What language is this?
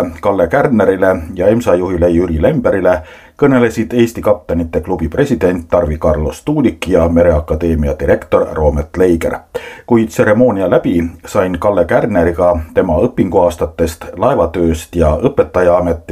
Estonian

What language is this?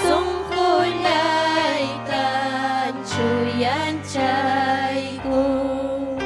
Ayacucho Quechua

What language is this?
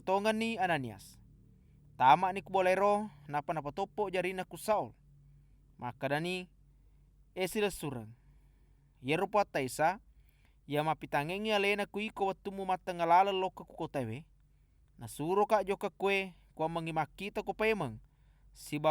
Buginese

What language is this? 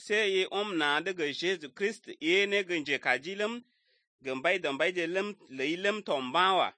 Slovenian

